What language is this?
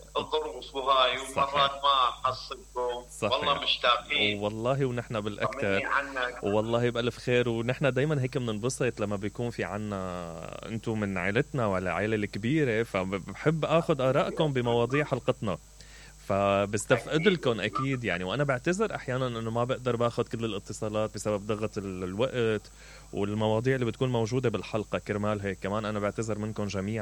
Mesopotamian Arabic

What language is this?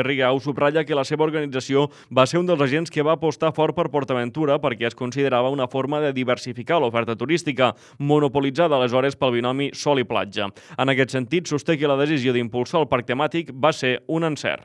Catalan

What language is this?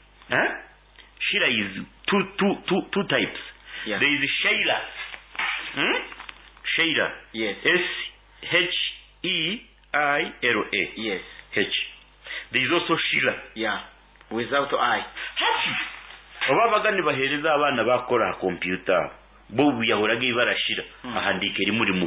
Nyankole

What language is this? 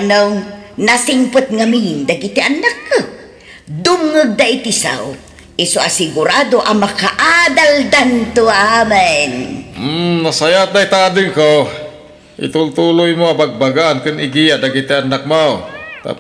Iloko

